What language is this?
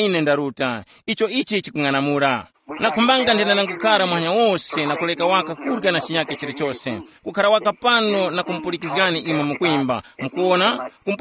Tumbuka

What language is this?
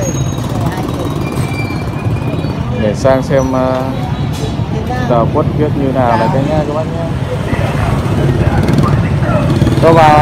Vietnamese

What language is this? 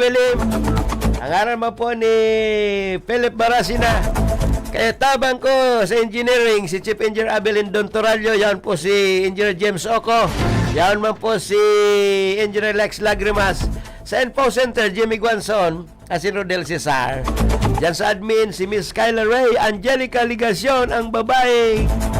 Bikol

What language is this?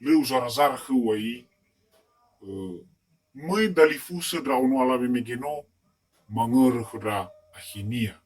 Nias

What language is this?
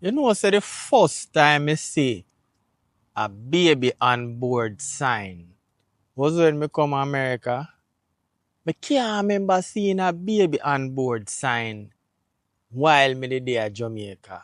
Jamaican Creole English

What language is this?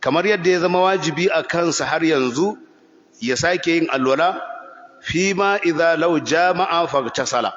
Hausa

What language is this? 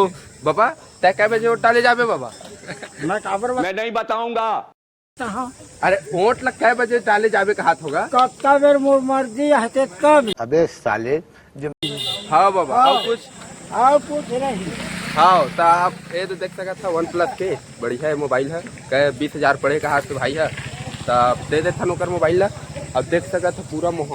Chhattisgarhi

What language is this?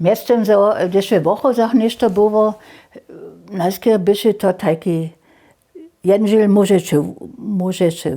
Upper Sorbian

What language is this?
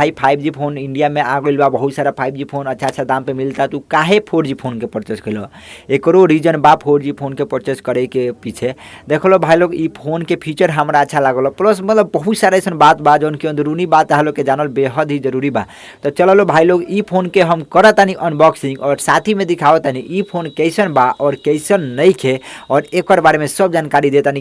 Bhojpuri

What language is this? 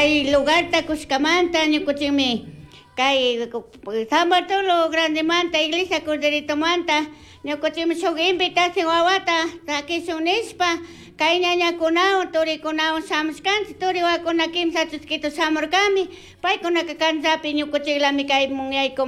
Chimborazo Highland Quichua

